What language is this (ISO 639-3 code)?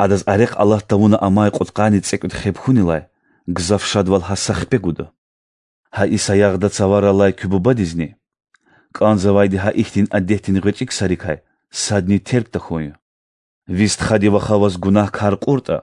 lez